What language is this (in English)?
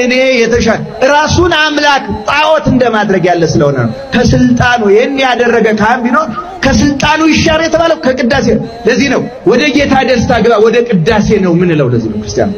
Amharic